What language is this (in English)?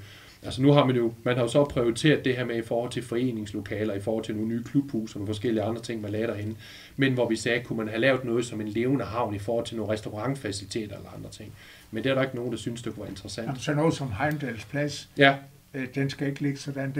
Danish